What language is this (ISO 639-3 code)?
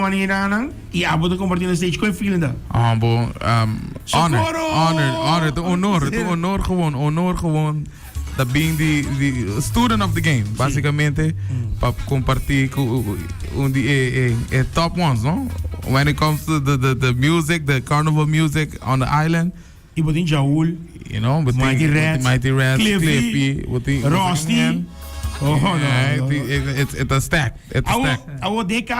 pap